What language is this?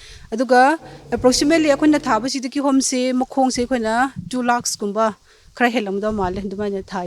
Manipuri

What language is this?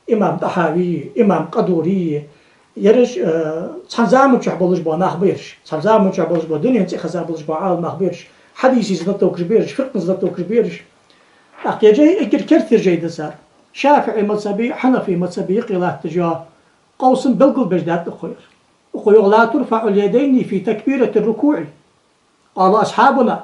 Ingush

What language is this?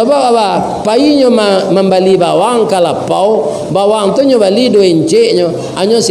Minangkabau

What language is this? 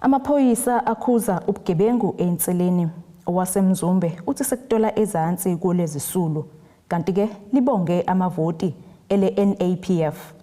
Zulu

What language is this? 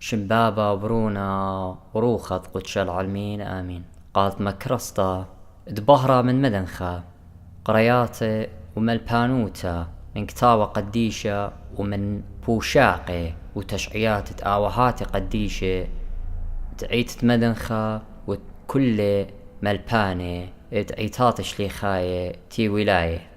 Assyrian Neo-Aramaic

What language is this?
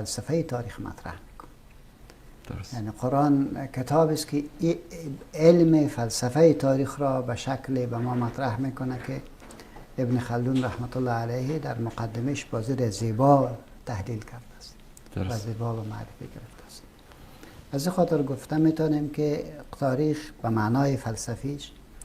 Persian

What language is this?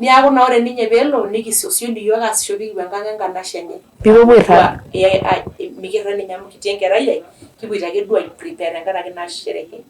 Masai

